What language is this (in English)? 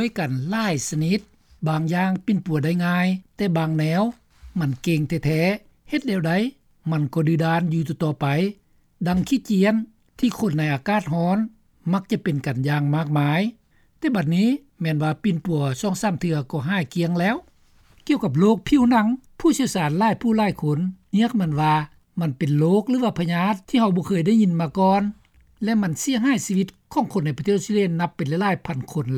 Lao